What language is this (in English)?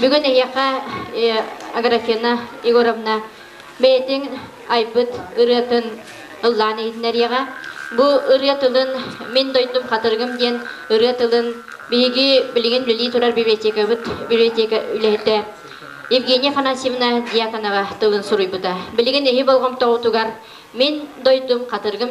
Yakut